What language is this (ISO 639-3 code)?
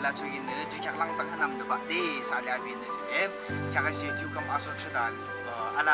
yim